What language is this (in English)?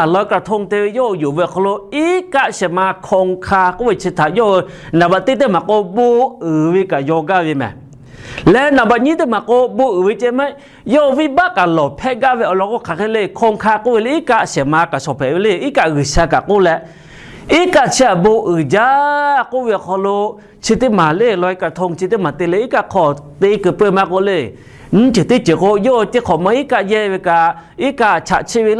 Lahu